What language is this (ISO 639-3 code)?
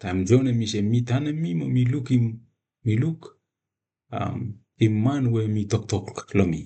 bis